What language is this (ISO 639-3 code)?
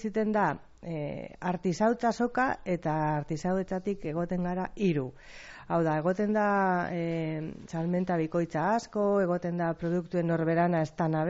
eus